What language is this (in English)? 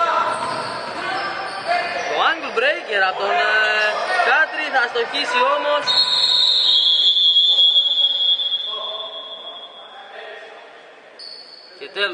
Greek